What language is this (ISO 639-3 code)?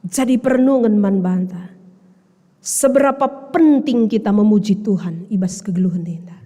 btx